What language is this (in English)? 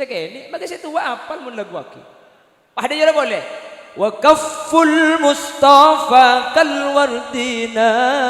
Madurese